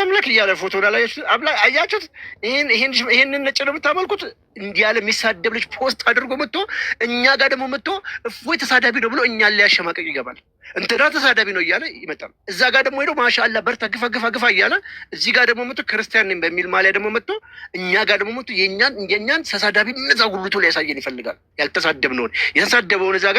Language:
Amharic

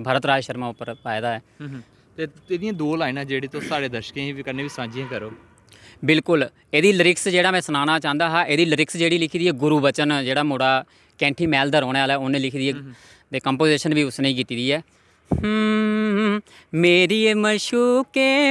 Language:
Dogri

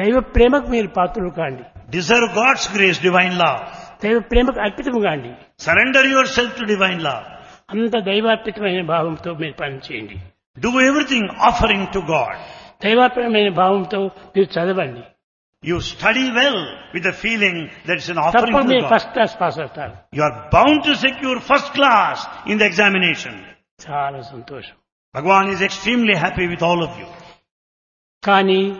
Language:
Telugu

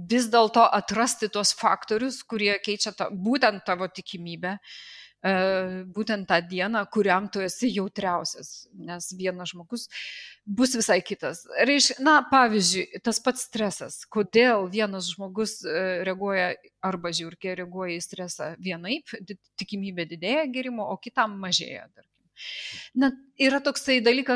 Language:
Lithuanian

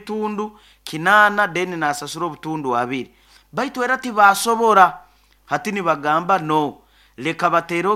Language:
Nyoro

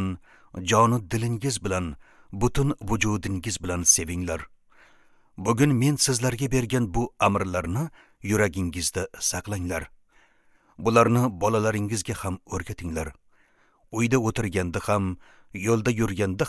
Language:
Uzbek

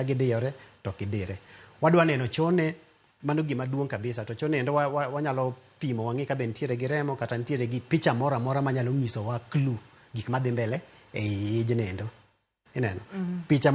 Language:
Luo (Kenya and Tanzania)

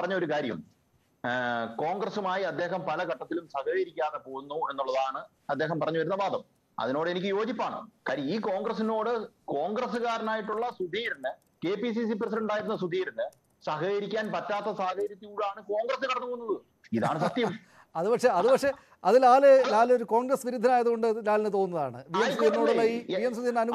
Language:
Malayalam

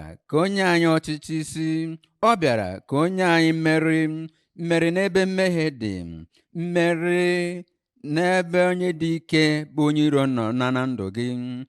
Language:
Igbo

